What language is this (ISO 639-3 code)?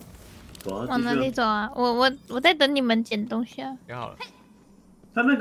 zho